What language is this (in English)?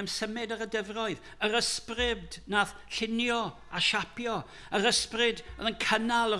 Welsh